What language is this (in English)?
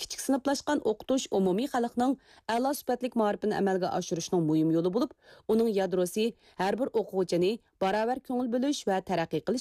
Uyghur